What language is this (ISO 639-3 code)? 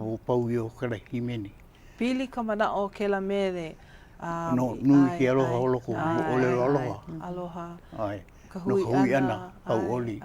haw